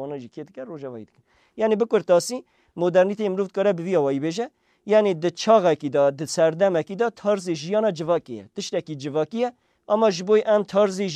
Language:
Kurdish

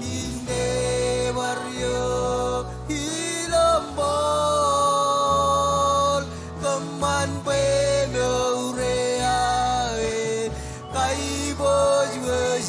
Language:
Marshallese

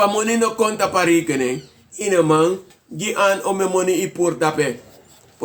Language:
Sranan Tongo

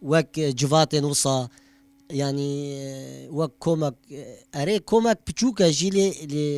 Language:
Kurdish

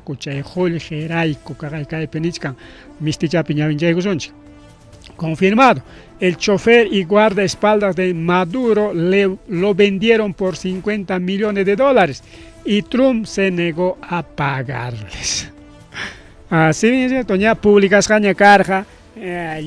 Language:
Ayacucho Quechua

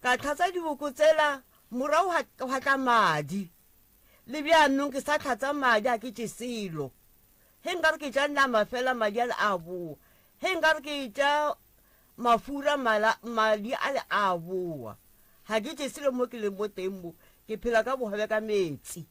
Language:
Northern Sotho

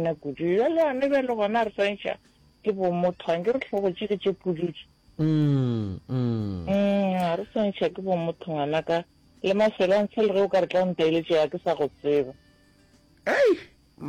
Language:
Northern Sotho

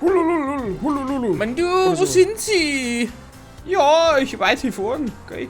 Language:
Bavarian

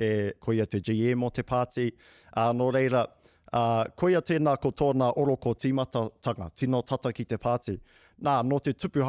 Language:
Māori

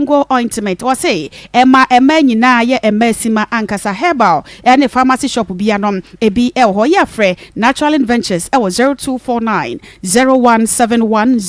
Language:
Akan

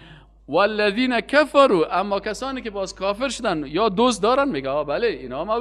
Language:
Persian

